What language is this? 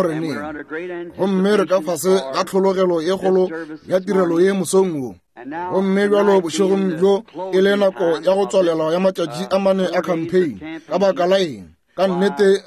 Northern Sotho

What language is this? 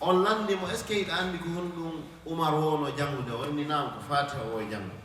Fula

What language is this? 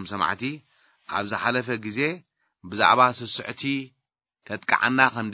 Tigrinya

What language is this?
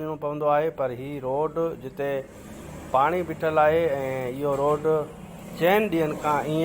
Sindhi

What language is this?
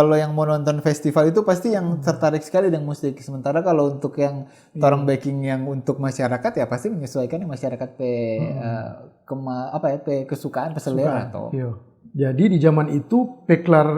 Manado Malay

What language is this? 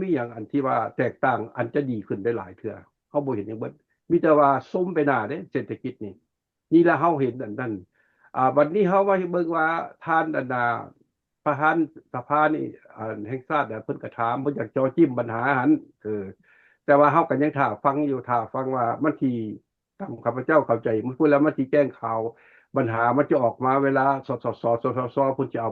Lao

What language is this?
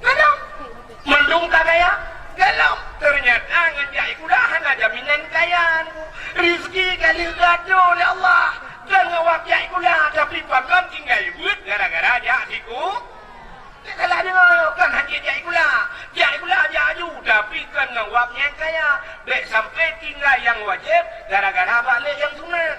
Achinese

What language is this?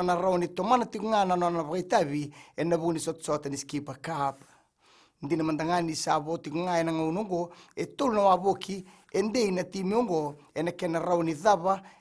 Fijian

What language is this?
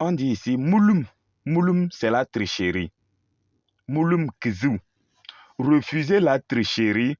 Kabiyè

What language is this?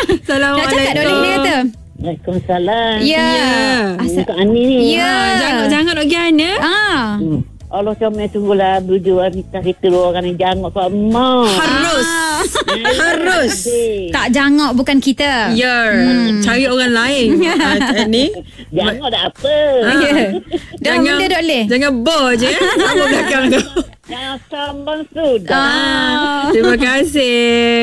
Malay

